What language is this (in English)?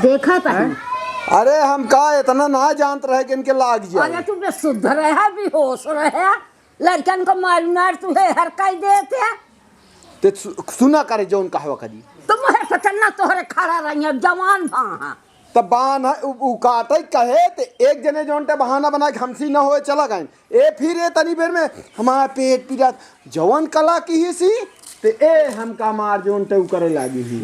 Awadhi